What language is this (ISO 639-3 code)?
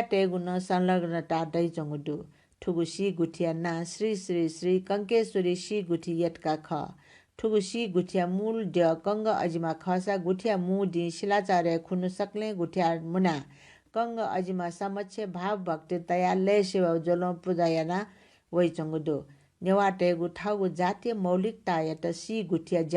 new